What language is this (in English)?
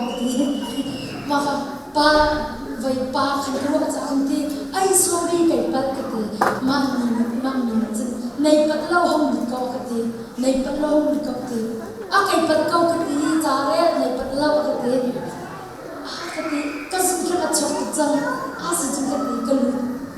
Hakha Chin